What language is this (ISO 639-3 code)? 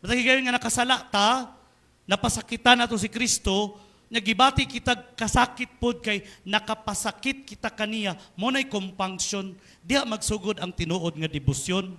ceb